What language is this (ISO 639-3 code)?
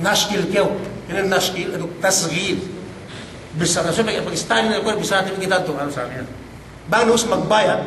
yka